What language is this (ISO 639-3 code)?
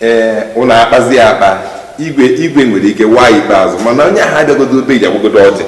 ibo